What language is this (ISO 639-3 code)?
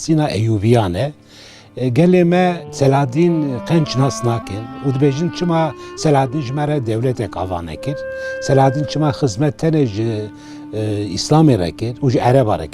kur